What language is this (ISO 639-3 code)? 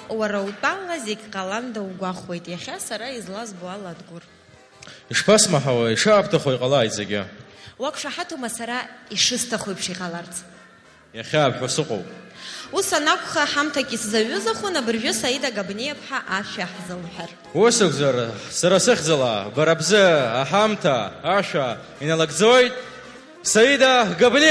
abk